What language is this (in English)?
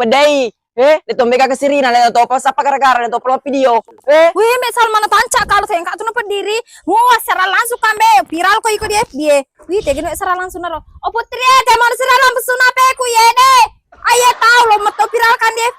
Buginese